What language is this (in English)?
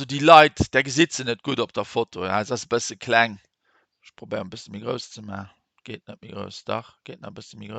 Luxembourgish